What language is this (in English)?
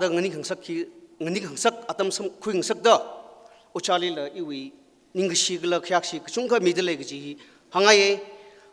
Tangkhul Naga (India)